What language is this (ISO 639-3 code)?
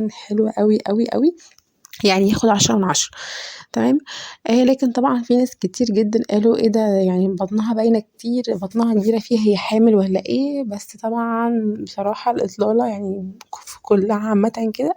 arz